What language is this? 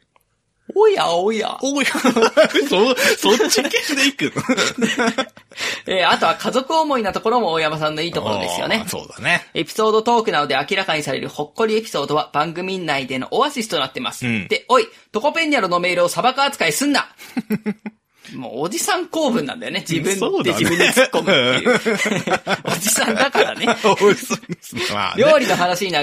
Japanese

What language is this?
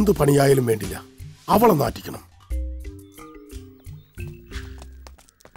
Malayalam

